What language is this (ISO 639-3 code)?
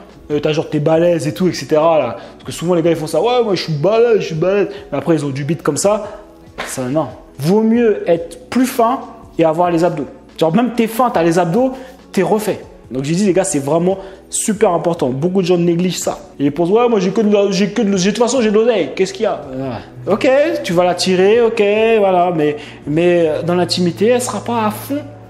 fra